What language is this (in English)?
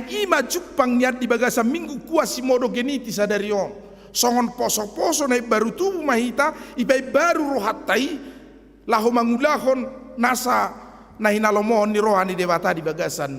Batak Toba